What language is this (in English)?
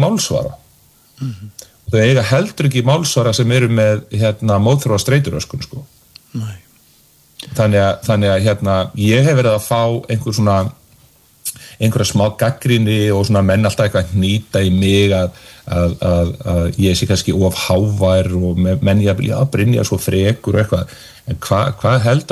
Icelandic